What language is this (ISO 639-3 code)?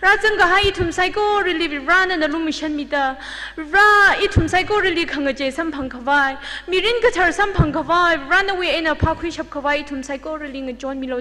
nmf